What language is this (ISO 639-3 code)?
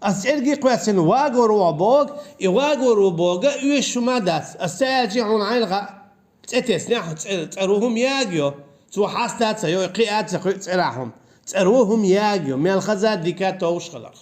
che